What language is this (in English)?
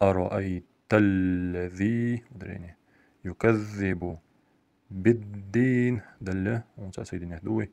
Ingush